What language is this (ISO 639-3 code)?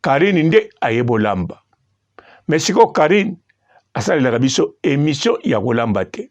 lin